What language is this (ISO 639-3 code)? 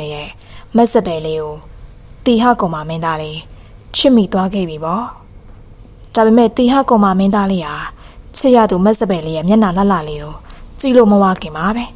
mya